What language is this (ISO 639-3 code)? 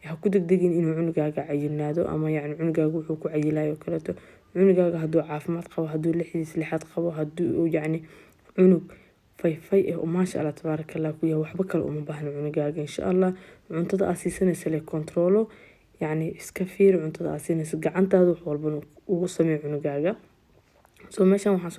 som